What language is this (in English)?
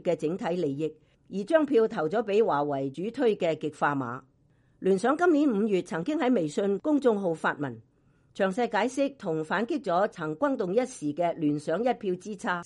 Cantonese